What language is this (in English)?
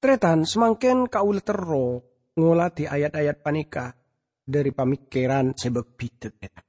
Madurese